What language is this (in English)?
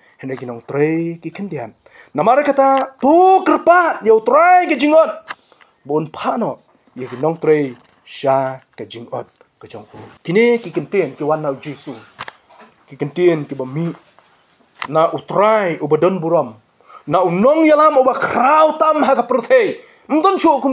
Khasi